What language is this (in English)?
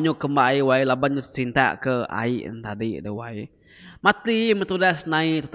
Iban